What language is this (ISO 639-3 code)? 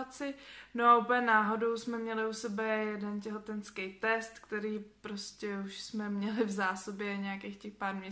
ces